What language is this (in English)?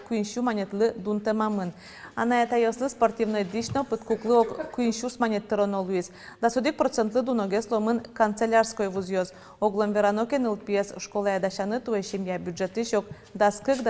Udmurt